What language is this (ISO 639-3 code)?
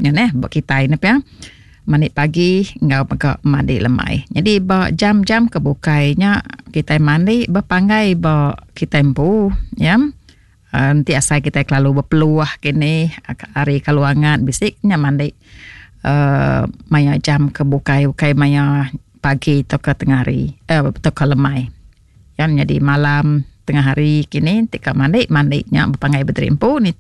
iba